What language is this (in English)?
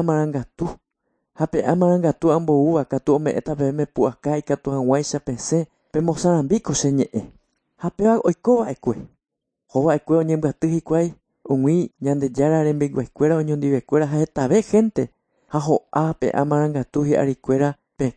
Guarani